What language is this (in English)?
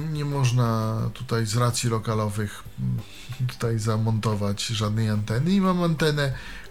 Polish